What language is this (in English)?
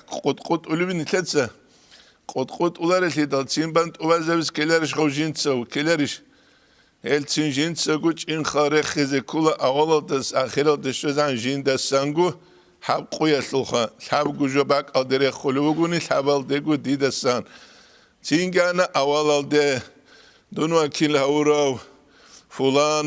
Avaric